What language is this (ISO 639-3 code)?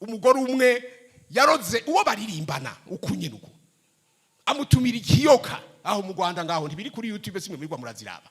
run